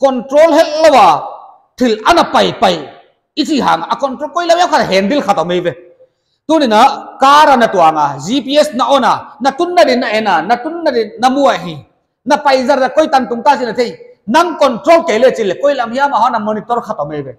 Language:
Paite Chin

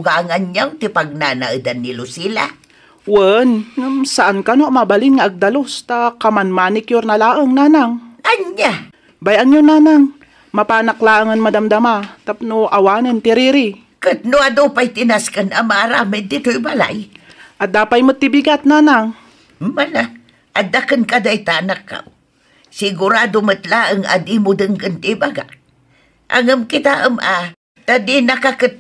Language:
Iloko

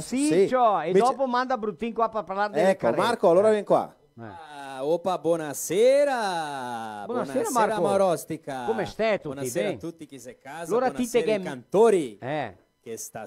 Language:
Venetian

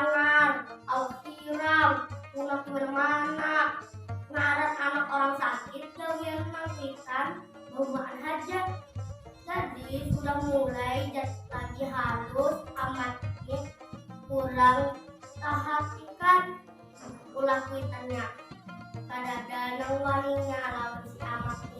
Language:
Banjar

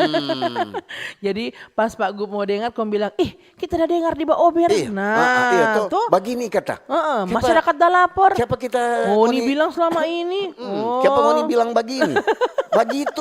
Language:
Manado Malay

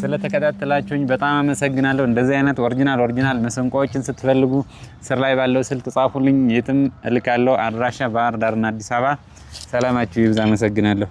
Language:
Amharic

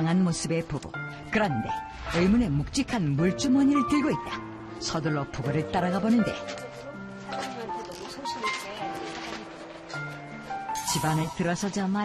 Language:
Korean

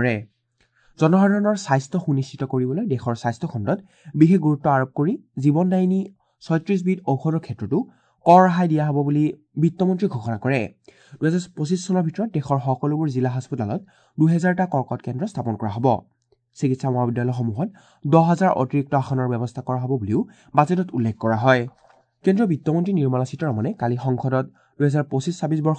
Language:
Assamese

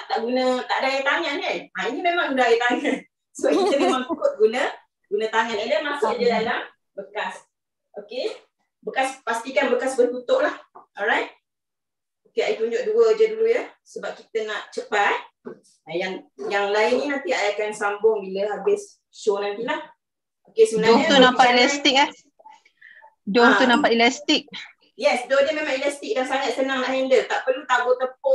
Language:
Malay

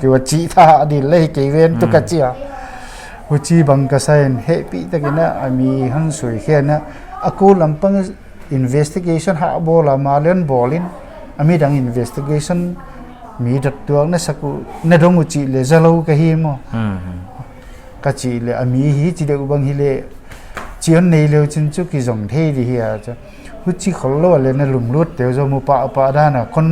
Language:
Paite Chin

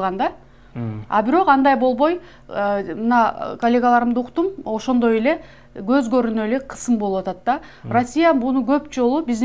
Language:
Kyrgyz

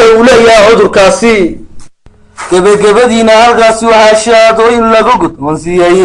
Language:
Somali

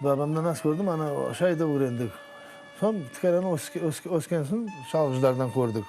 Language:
Crimean Tatar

